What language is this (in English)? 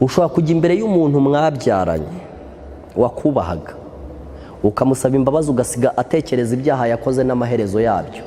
Kinyarwanda